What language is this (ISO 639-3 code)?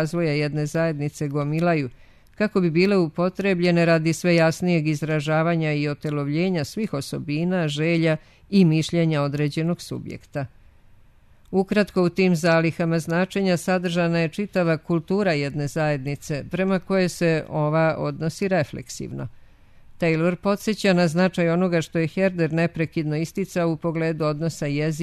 srp